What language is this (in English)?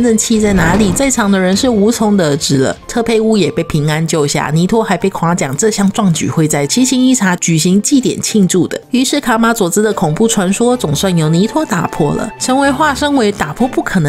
Chinese